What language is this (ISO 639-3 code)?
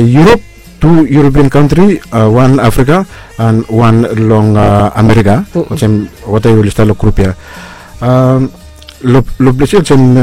bis